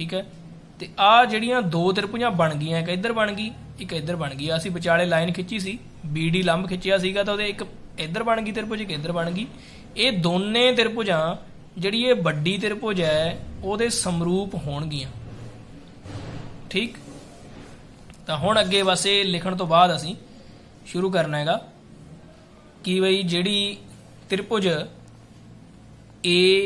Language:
Punjabi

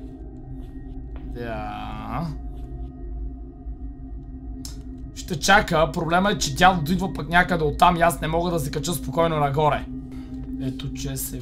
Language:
Bulgarian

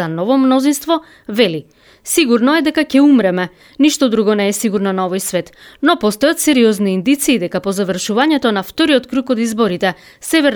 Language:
Macedonian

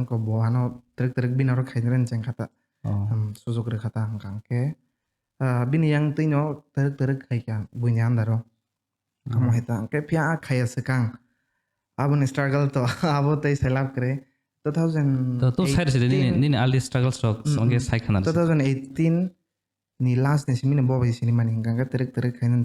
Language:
Kok Borok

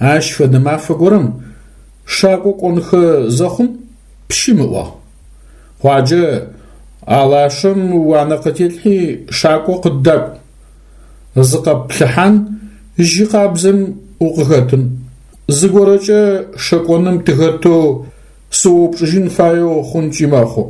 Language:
Adyghe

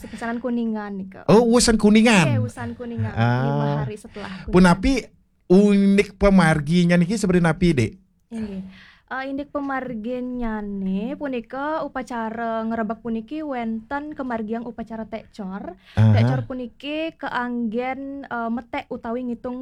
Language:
Balinese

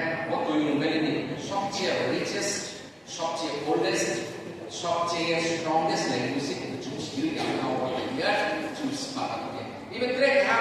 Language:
Riang (India)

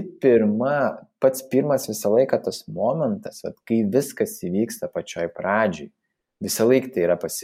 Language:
Lithuanian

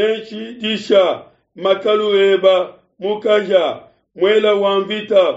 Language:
Luba-Lulua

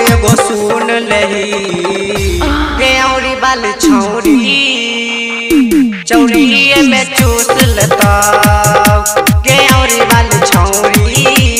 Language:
Bhojpuri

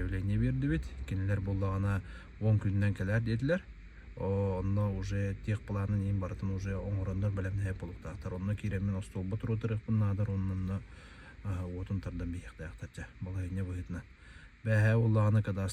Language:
Yakut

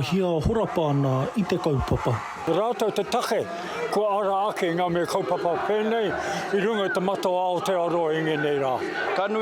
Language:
Māori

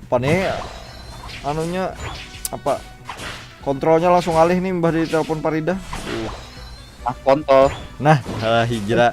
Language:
Banjar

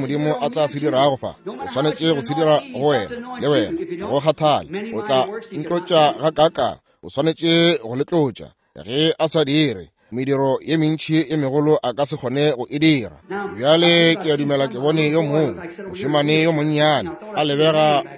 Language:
Northern Sotho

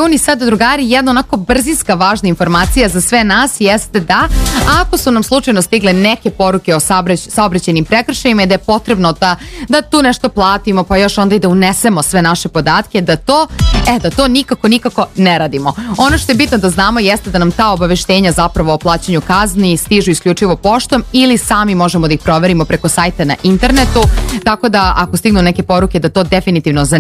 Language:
Serbian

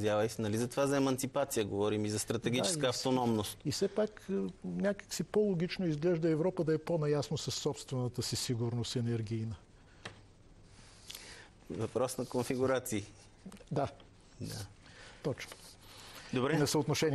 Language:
Bulgarian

